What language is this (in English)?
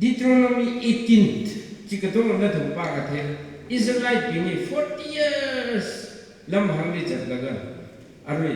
Tangkhul Naga (India)